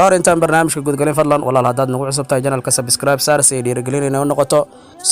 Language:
Somali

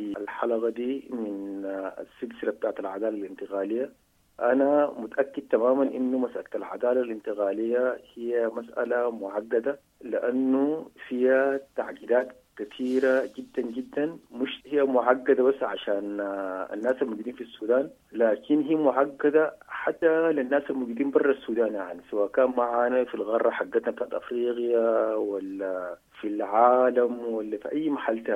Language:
Sudanese Arabic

